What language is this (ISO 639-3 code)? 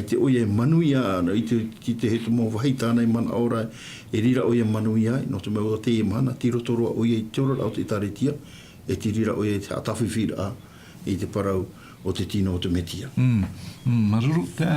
tah